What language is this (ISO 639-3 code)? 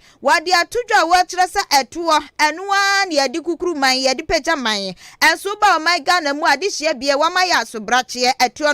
aka